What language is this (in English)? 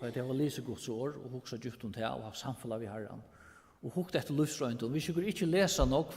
Faroese